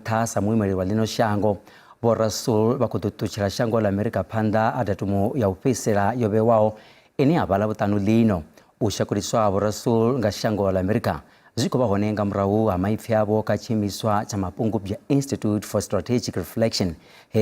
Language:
Venda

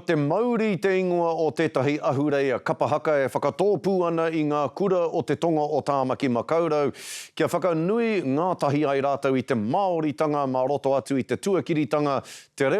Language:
Māori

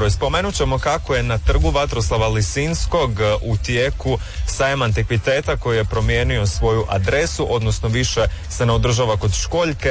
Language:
Croatian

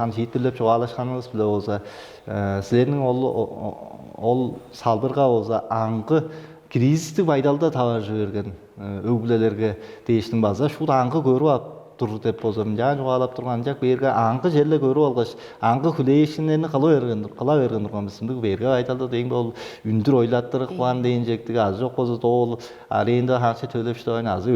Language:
Tuvinian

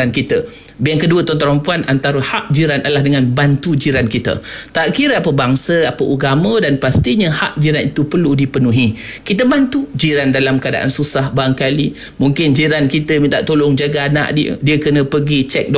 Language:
Malay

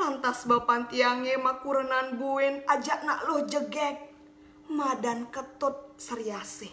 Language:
Balinese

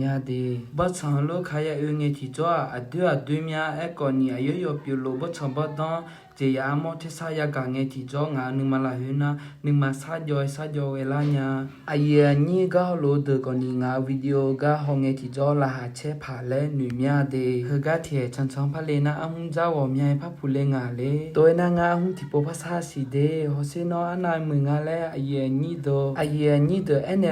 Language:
Akha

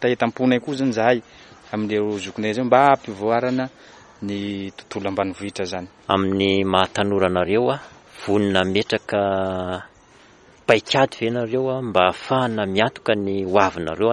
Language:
Malagasy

